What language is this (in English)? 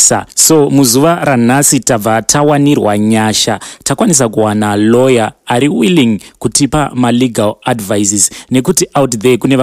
Shona